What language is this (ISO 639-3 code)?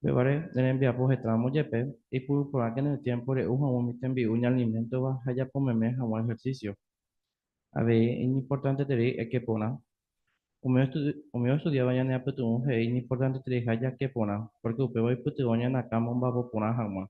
grn